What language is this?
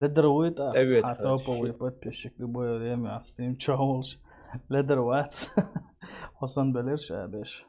Chechen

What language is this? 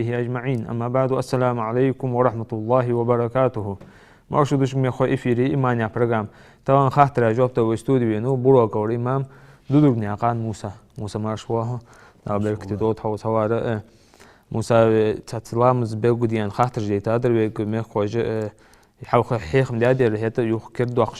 Ingush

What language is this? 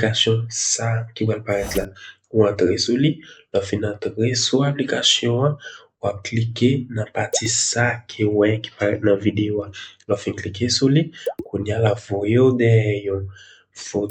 Haitian Creole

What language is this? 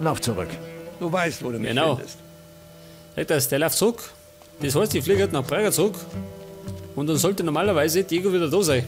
Bavarian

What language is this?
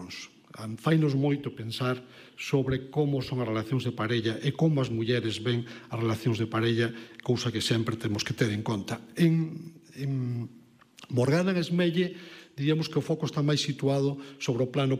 Galician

